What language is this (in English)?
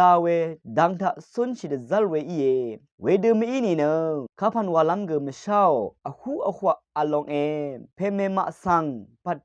Rawang